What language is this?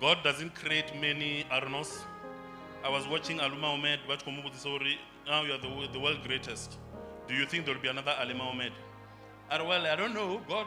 Venda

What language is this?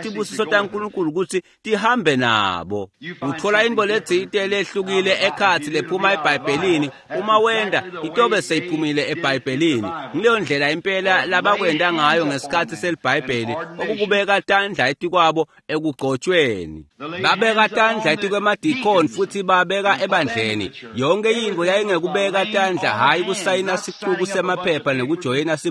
Swati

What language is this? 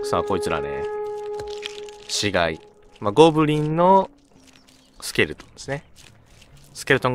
Japanese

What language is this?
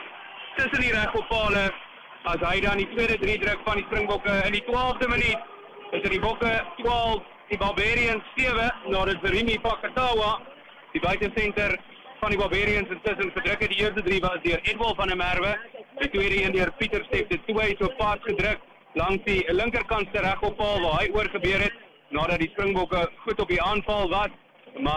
Afrikaans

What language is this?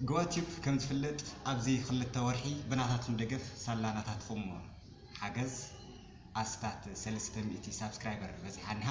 Tigrinya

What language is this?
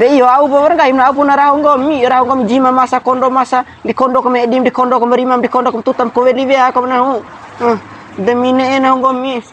Bima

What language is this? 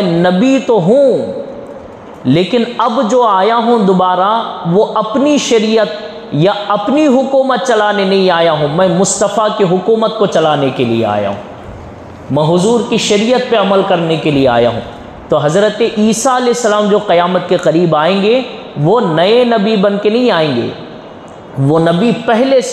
Urdu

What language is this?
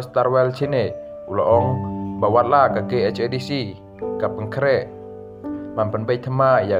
Khasi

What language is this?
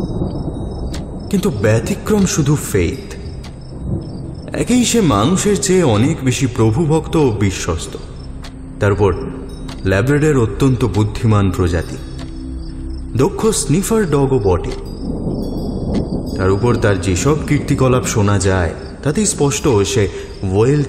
Bangla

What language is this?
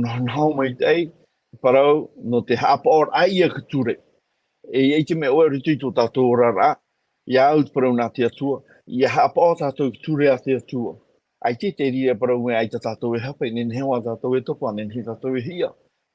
Tahitian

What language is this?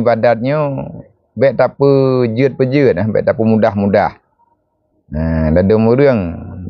Achinese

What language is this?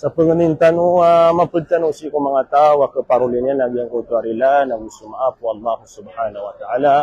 Maranao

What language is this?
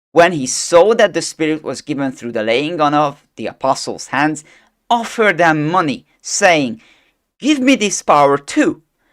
English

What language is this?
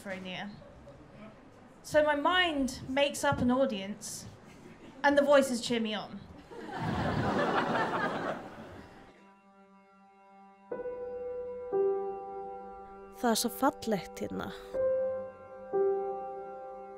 Icelandic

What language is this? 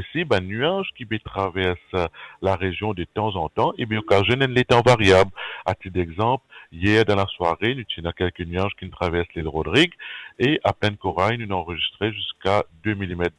Morisyen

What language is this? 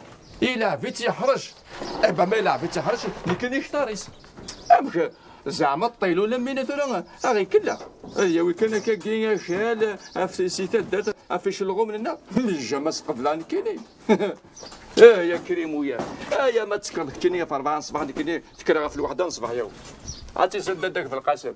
Kabyle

